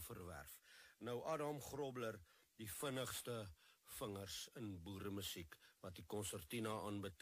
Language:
Afrikaans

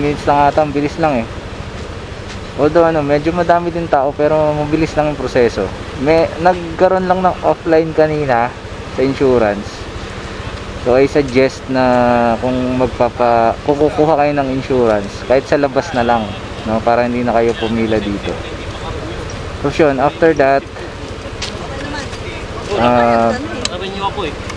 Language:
Filipino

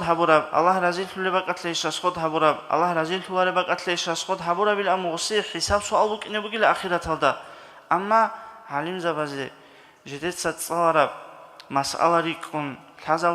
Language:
Avaric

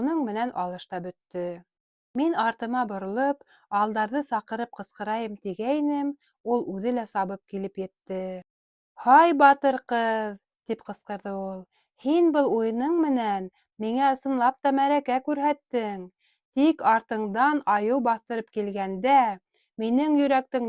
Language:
Bashkir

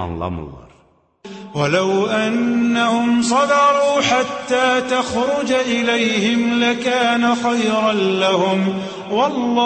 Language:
Azerbaijani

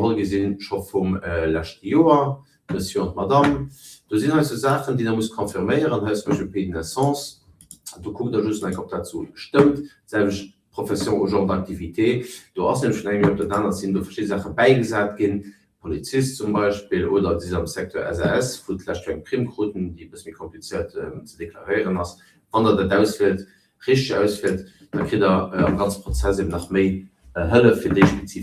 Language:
Luxembourgish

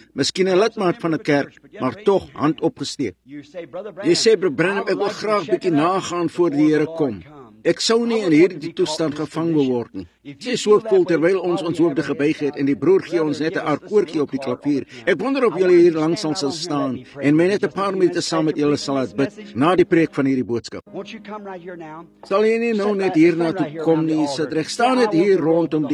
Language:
Afrikaans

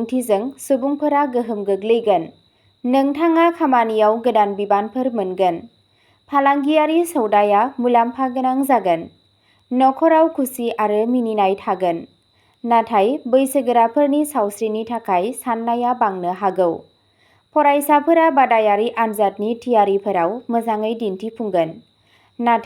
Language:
Bodo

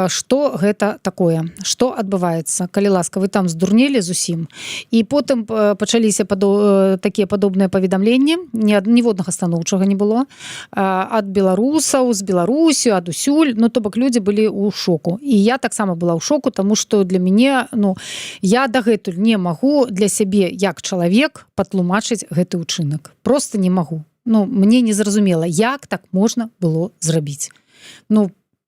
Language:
Belarusian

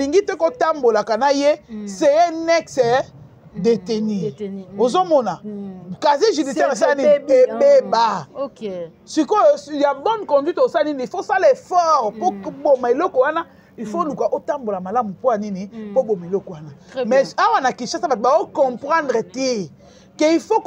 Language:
Lingala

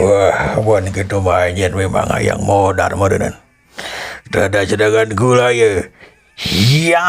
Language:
Sundanese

